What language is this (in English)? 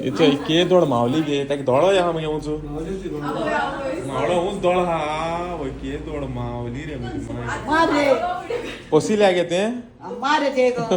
Konkani